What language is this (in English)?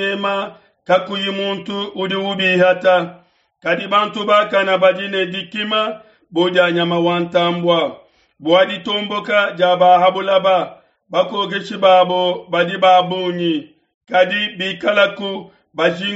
Luba-Lulua